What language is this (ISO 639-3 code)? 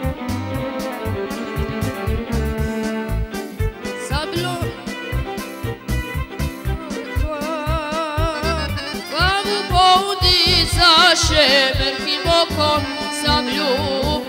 bos